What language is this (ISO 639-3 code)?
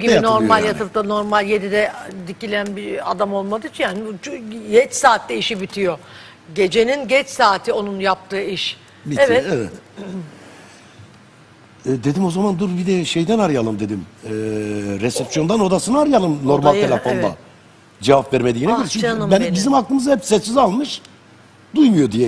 tur